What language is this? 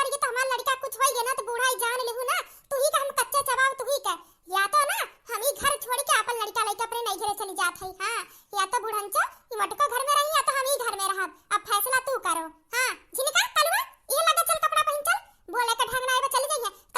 Awadhi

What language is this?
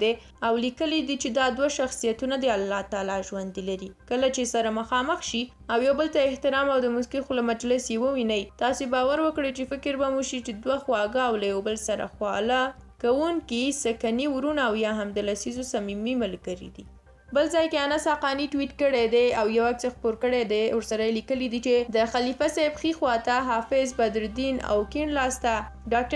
Pashto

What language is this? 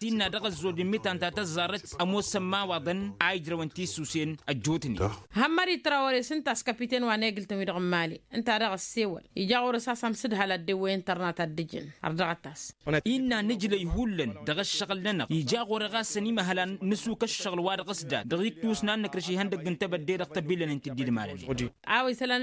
Tamasheq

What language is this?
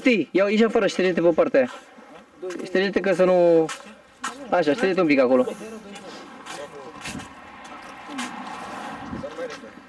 Romanian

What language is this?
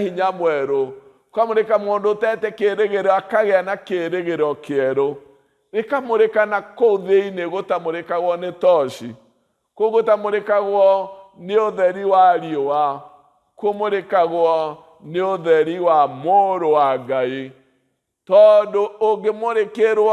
Kikuyu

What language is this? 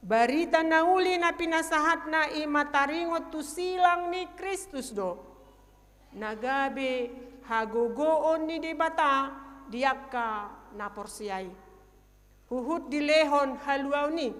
Batak Toba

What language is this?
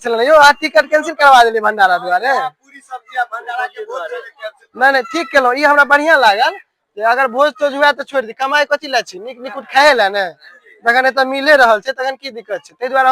Maithili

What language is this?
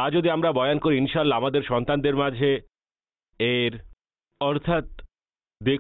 Bangla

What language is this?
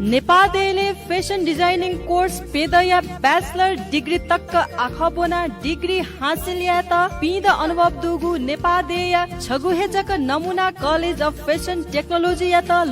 Newari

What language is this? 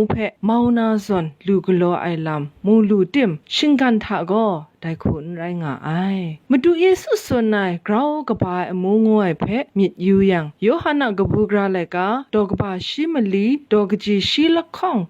Kachin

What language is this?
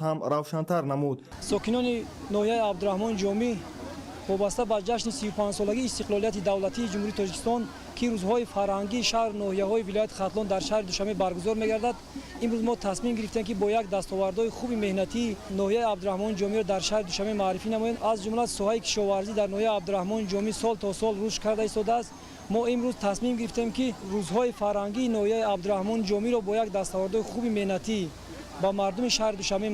Tajik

